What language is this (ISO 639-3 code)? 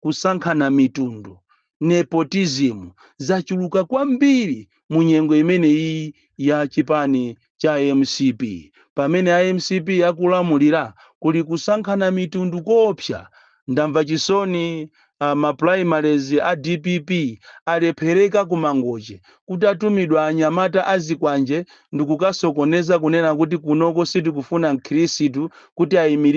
nya